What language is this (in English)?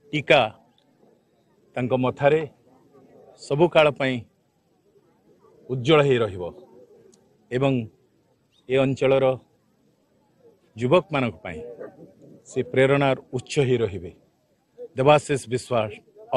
Odia